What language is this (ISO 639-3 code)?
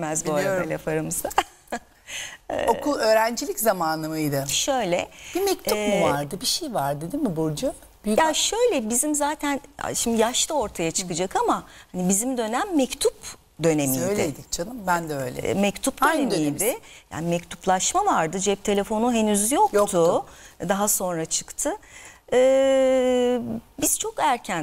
tur